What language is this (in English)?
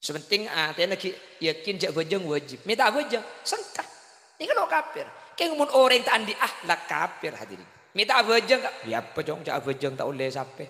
Madurese